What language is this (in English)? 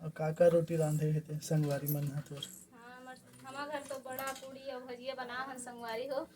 Chhattisgarhi